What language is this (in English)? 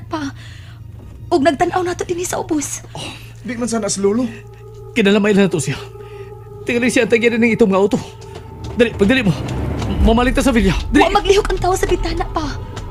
Cebuano